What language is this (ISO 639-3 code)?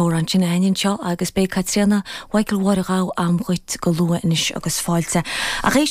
gle